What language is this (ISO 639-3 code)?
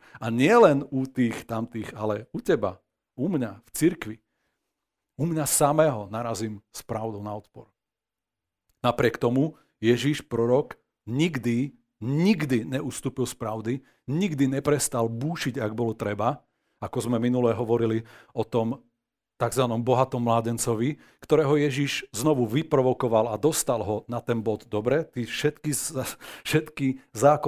slk